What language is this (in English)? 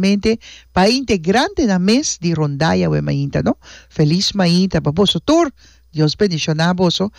Papiamento